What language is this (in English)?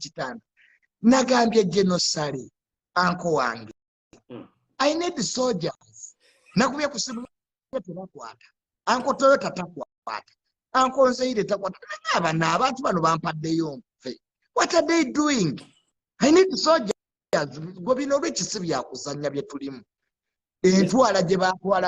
Ganda